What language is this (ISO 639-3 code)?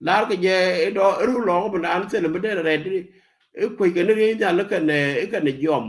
nus